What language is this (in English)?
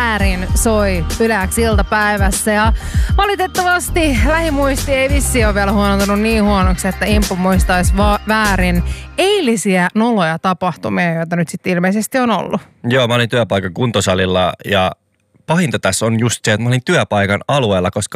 Finnish